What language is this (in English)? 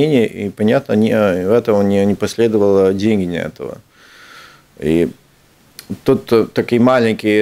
Russian